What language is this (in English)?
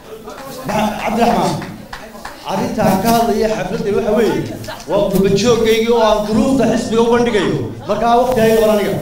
Somali